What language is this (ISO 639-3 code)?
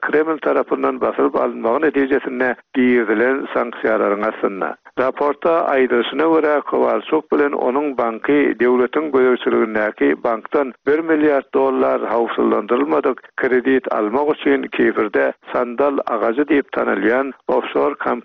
tuk